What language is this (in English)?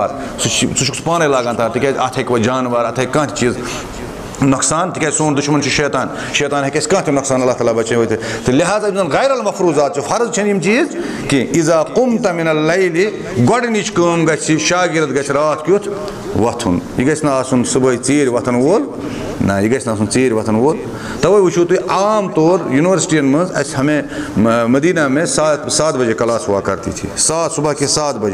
Kashmiri